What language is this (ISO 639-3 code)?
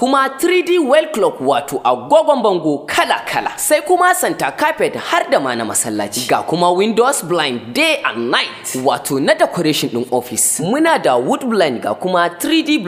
hau